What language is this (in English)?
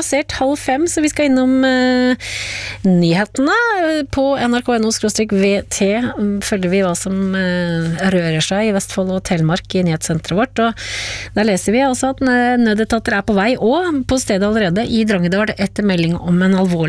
Norwegian